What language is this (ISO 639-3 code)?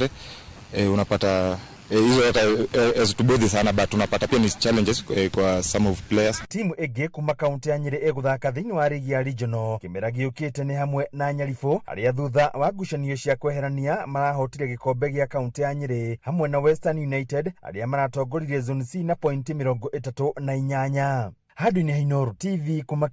kik